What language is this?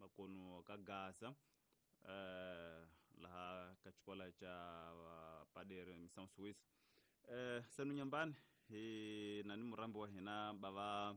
Tsonga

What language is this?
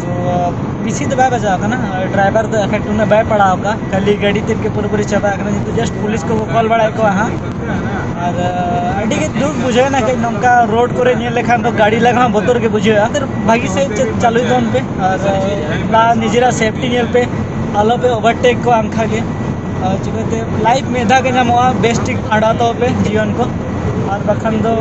Santali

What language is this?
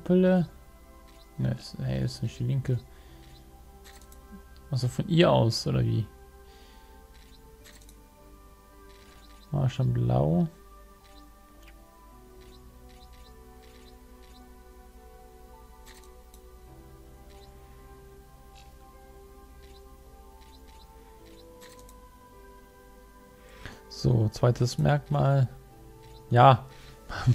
German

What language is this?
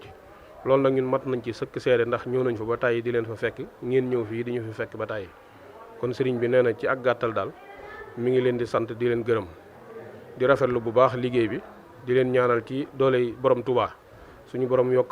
Wolof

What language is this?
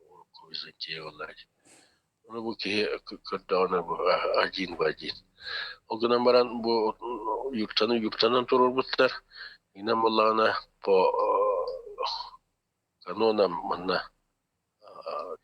Yakut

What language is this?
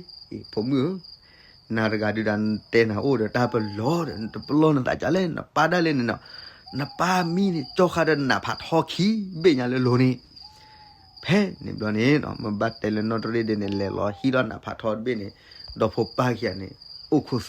S'gaw Karen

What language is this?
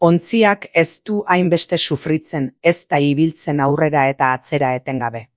Basque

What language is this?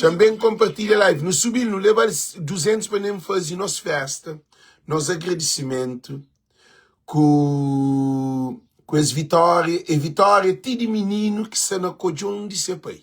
Kabuverdianu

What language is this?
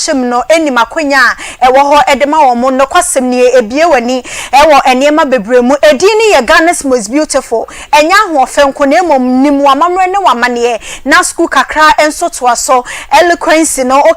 Akan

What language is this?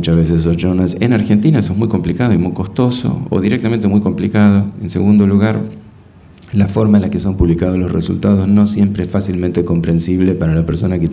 Spanish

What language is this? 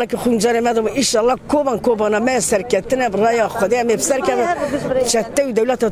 Kurdish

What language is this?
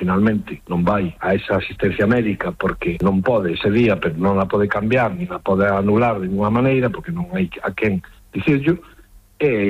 Galician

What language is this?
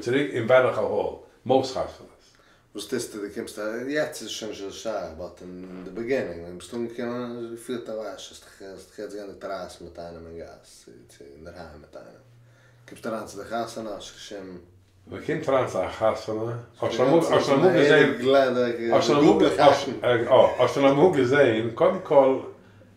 Yiddish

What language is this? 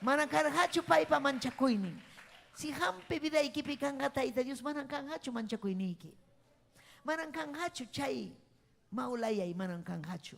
Ayacucho Quechua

